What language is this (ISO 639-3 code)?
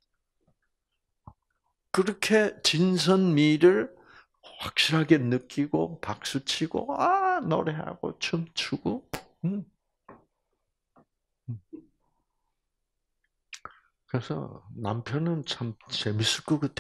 kor